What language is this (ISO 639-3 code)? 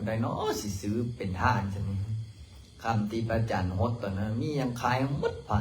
lao